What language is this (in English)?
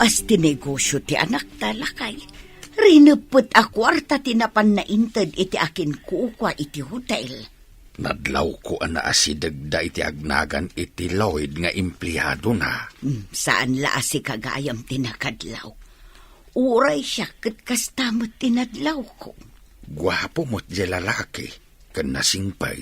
Iloko